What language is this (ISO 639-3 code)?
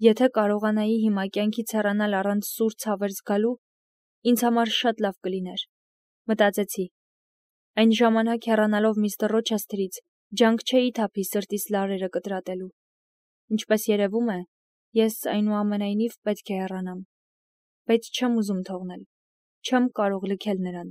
hye